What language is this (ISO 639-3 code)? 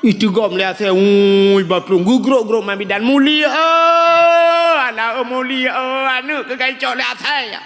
ace